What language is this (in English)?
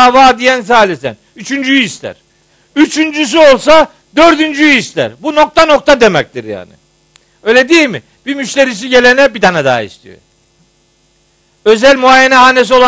Turkish